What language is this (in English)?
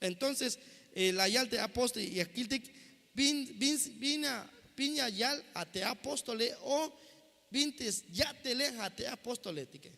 Tzeltal